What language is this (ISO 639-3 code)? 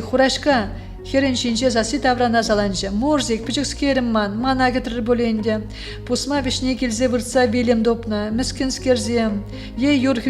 chv